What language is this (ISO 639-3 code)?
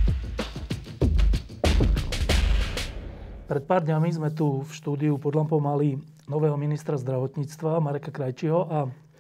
slk